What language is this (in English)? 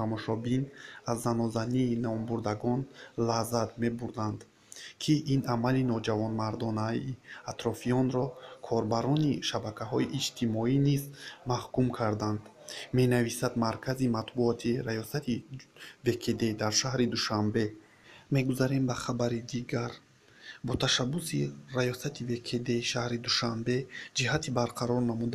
Tajik